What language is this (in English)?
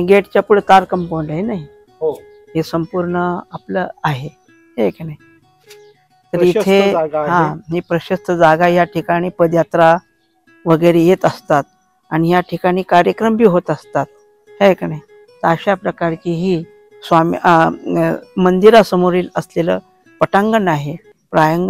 Marathi